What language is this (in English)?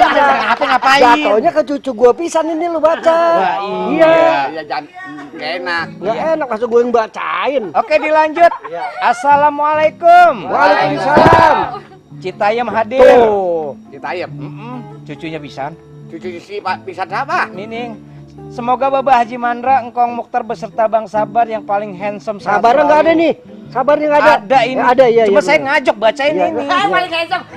Betawi